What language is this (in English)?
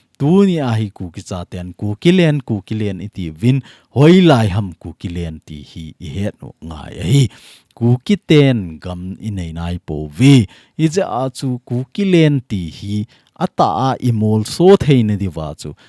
Thado Chin